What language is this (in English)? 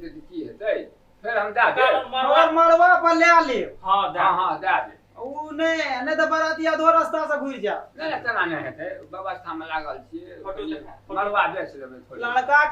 Maithili